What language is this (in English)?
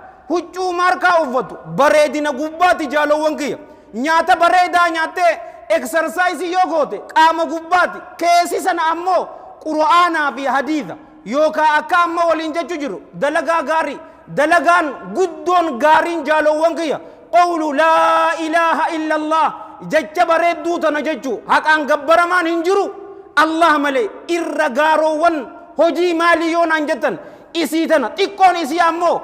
Oromo